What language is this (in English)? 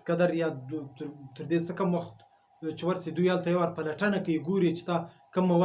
Pashto